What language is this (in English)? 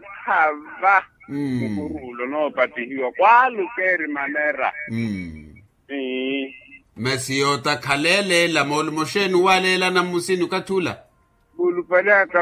Makhuwa